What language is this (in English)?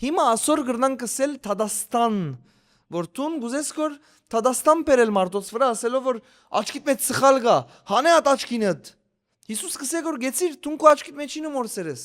Western Armenian